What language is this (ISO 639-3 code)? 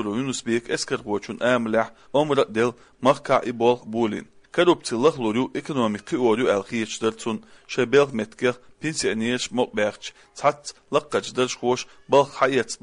che